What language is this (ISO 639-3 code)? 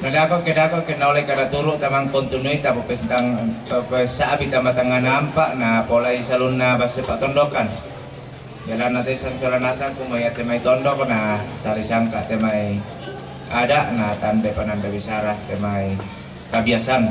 sda